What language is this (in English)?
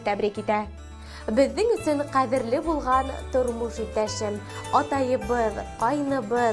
Bashkir